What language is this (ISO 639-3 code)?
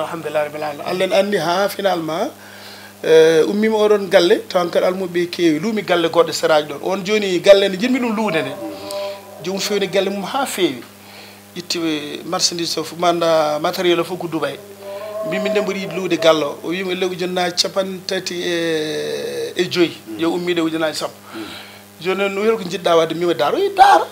ful